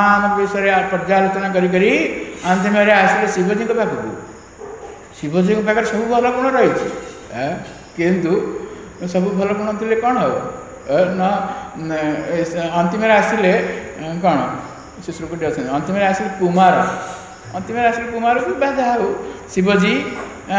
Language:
Odia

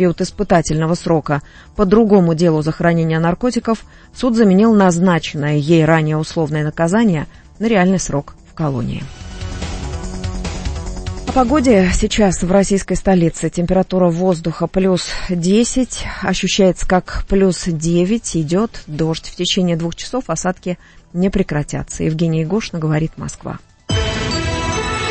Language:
Russian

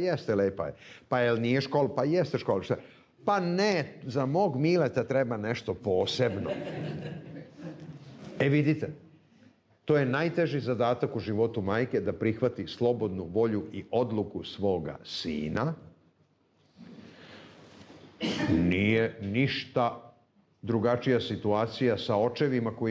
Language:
Serbian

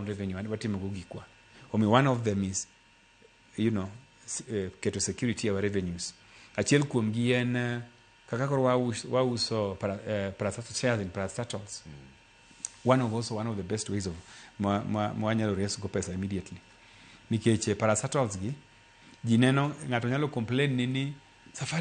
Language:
Luo (Kenya and Tanzania)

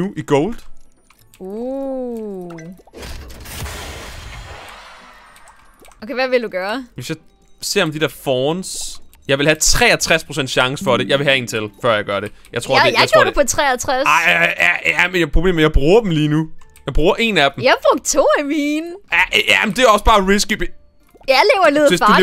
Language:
Danish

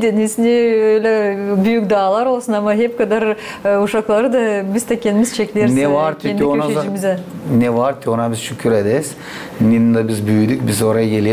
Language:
Gagauz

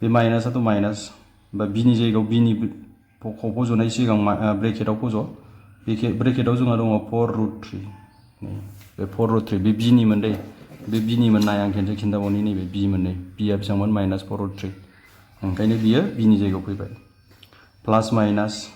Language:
Bodo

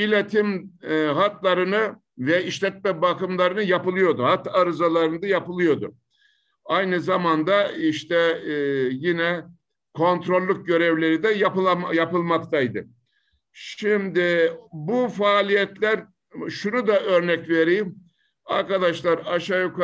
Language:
Turkish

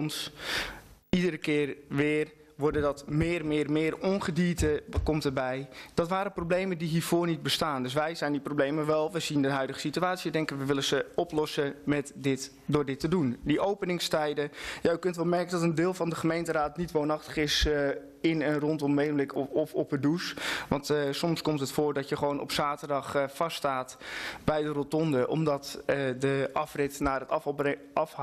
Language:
Dutch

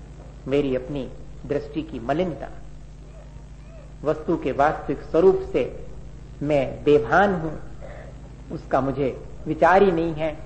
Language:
Hindi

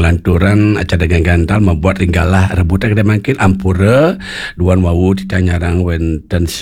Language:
Balinese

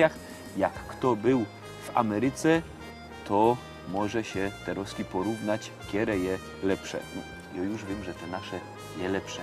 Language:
Silesian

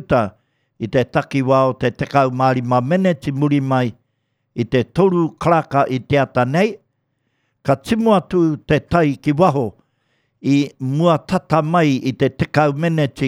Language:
Māori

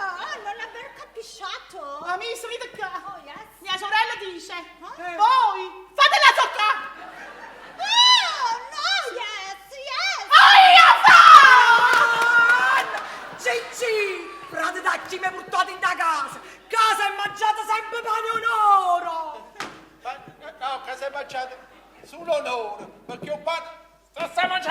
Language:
Neapolitan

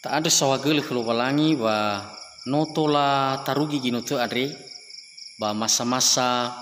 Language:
Nias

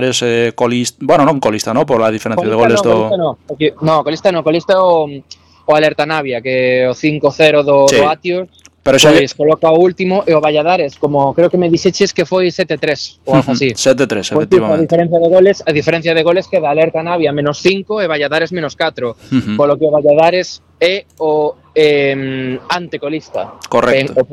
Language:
Galician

